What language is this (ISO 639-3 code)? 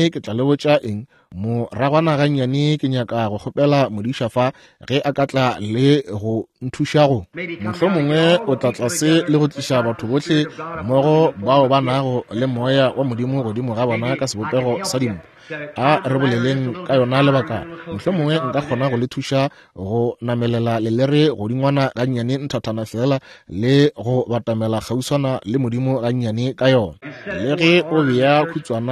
nso